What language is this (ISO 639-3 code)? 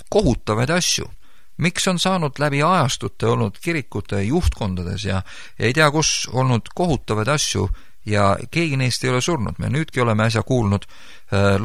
est